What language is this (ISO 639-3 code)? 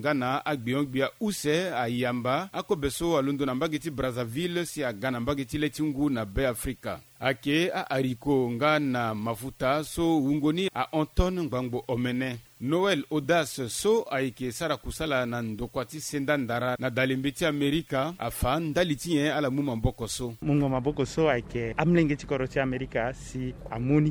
sag